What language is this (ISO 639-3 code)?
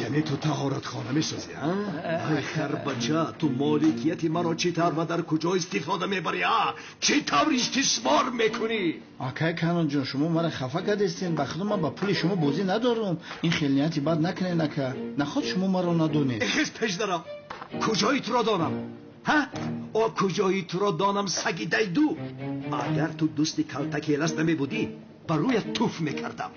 tgk